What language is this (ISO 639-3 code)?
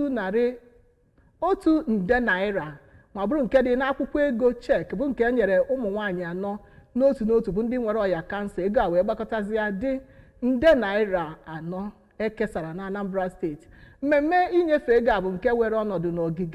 ibo